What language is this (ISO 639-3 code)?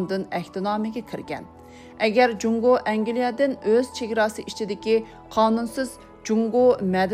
uig